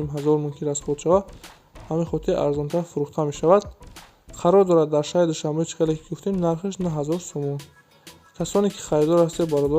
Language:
Tajik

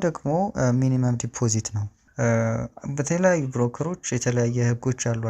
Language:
Amharic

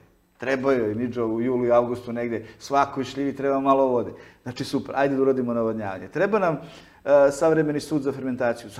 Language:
Serbian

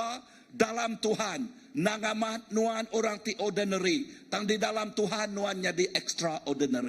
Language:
Iban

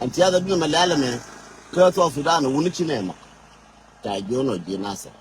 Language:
Nuer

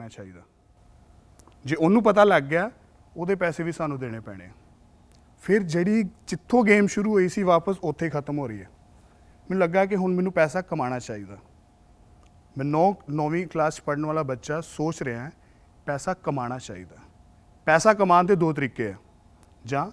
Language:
Punjabi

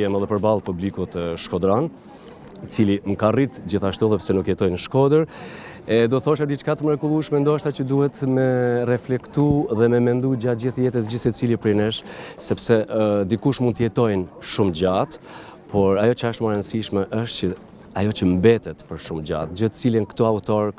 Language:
Albanian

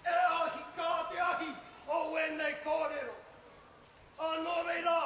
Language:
Māori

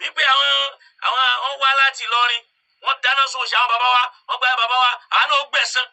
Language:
Yoruba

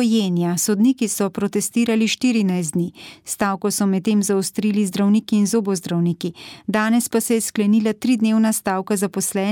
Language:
Slovenian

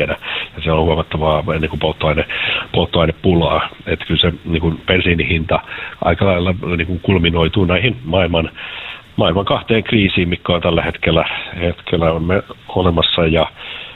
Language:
Finnish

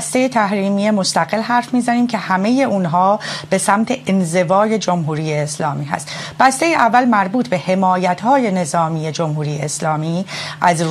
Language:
Persian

